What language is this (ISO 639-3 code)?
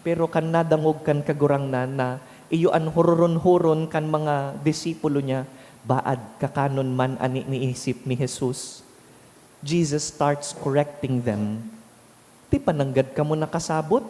bik